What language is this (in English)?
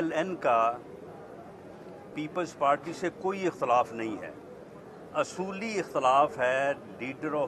Urdu